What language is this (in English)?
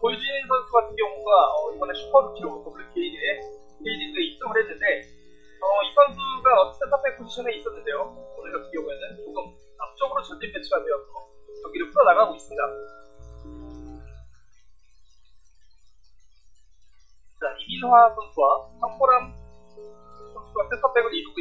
Korean